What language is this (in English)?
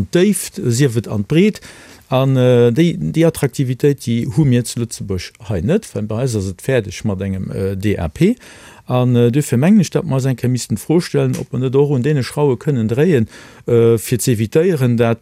Luxembourgish